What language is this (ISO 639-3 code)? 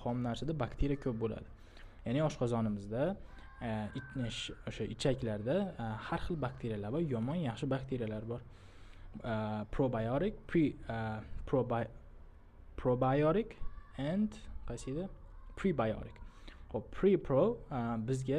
uzb